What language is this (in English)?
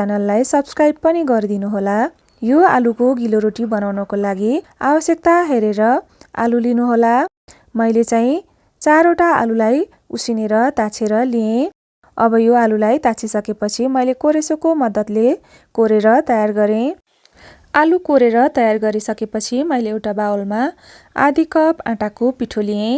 Nepali